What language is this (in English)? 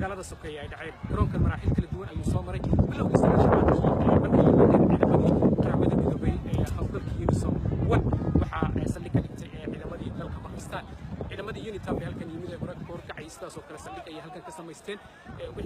Somali